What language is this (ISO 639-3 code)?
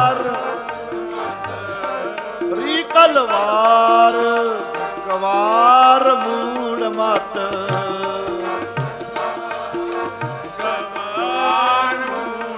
pan